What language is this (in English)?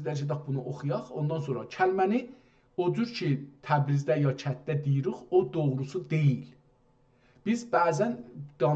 South Azerbaijani